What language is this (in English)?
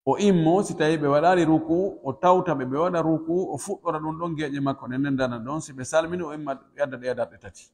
Pular